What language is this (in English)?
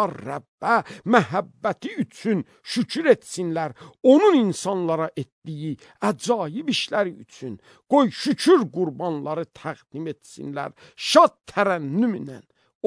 Azerbaijani